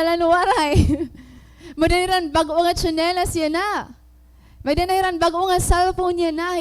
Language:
Waray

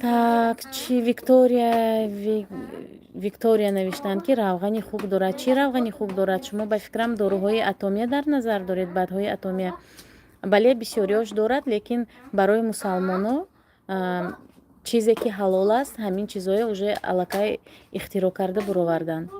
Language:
Tajik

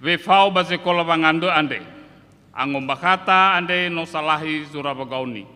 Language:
Nias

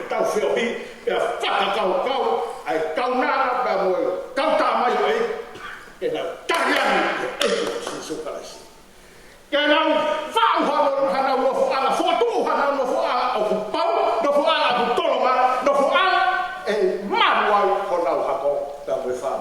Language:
Tongan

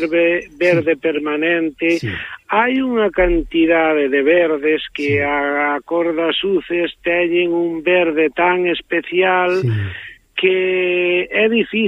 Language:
Galician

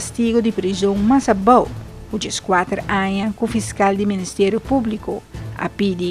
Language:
Papiamento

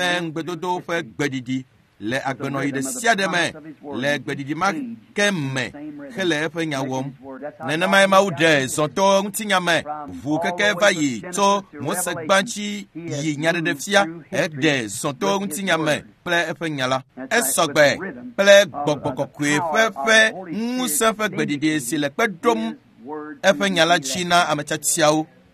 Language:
Ewe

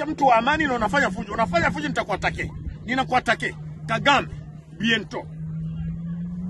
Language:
Swahili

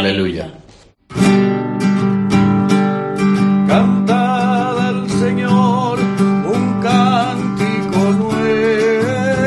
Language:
Spanish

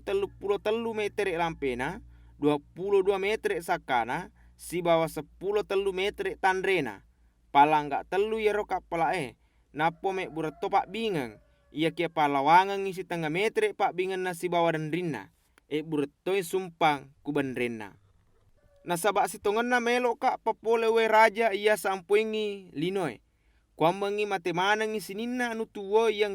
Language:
Buginese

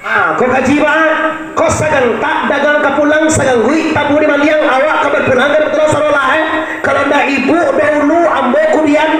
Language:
Minangkabau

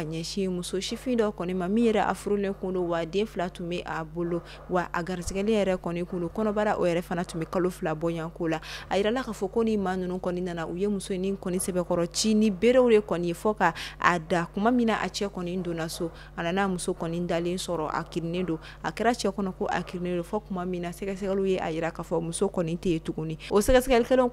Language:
Bambara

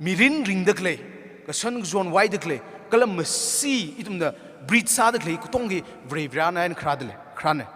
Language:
Tangkhul Naga (India)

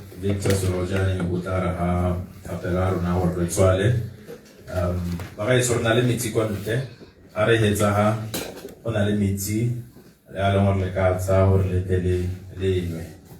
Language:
Tswana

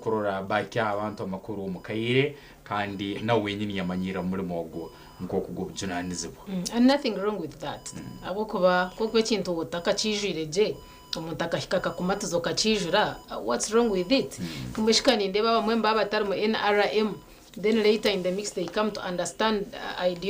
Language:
Nyankole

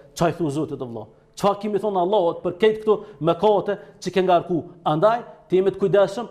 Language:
Albanian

